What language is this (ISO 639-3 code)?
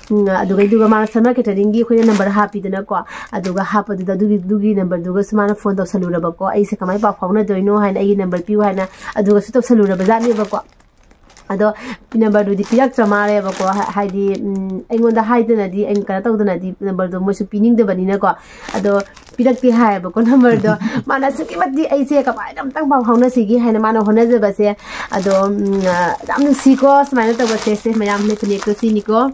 mni